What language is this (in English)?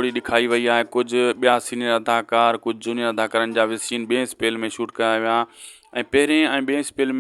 Sindhi